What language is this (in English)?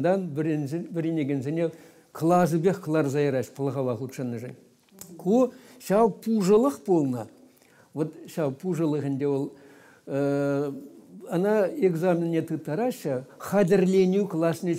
Chuvash